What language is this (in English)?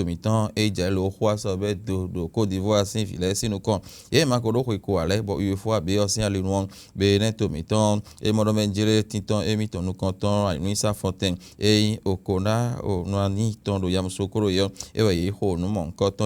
Fon